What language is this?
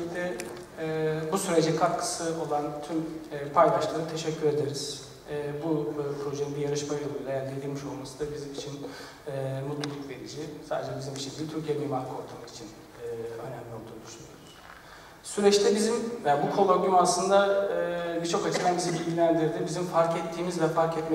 Turkish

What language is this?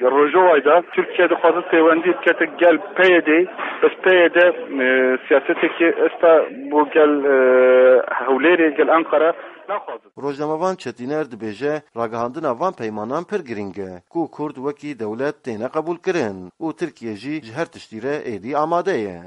Kurdish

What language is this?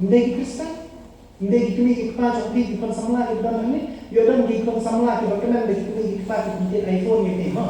Khasi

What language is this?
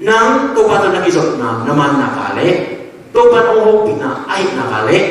Tedim Chin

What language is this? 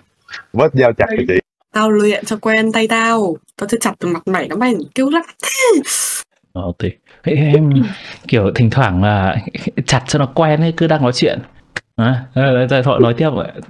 Vietnamese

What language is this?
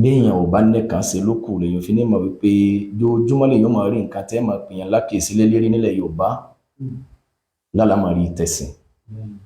Yoruba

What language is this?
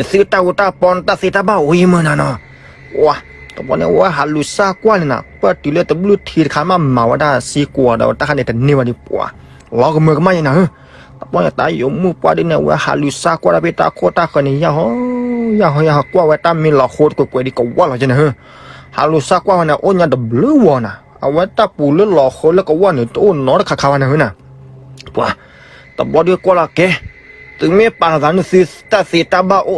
S'gaw Karen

